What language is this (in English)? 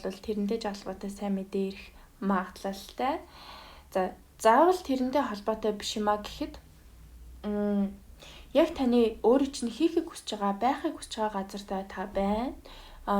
Mongolian